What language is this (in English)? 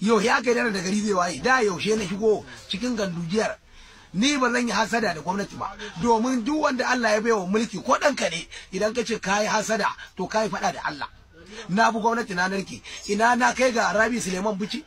Hausa